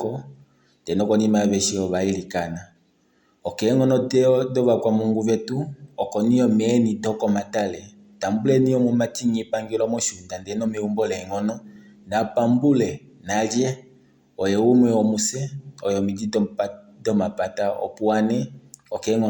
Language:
Kuanyama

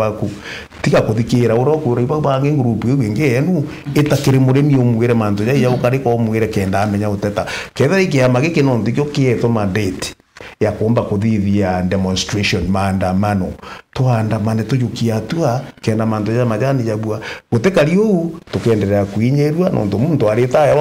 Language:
Meru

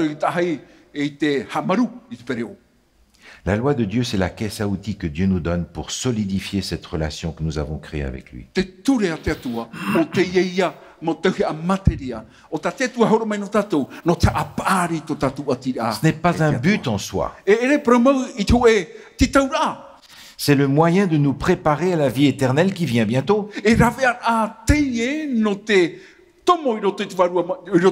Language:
Tahitian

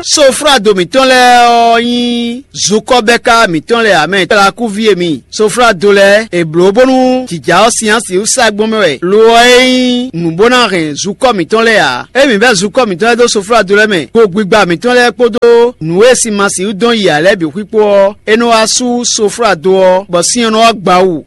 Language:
Fon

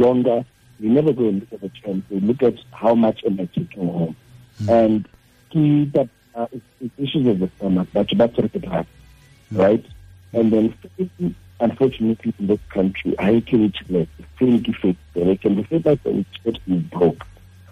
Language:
Tswana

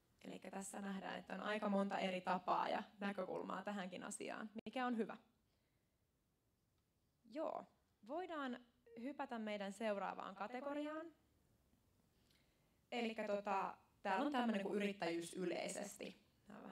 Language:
Finnish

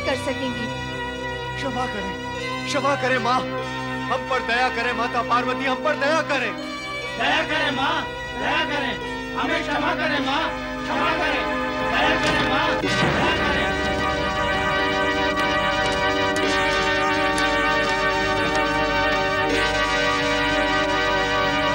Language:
Hindi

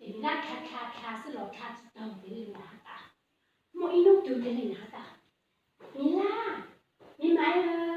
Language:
Hmong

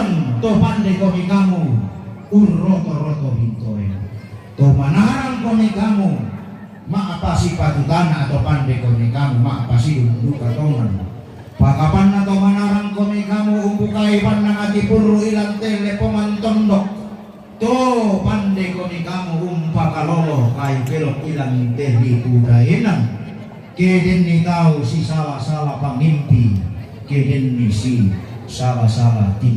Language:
Toraja-Sa'dan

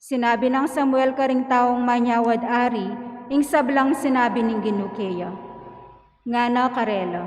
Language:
Pampanga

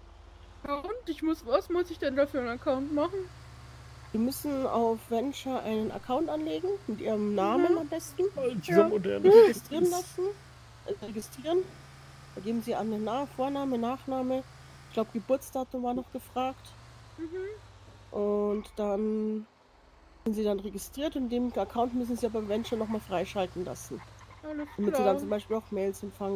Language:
German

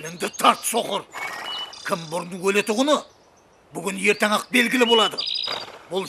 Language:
Kara-Kalpak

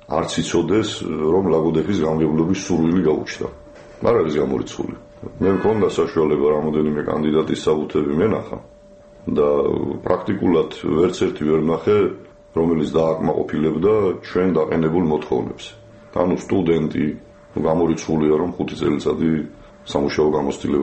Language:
Georgian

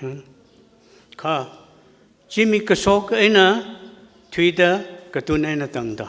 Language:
Tangkhul Naga (India)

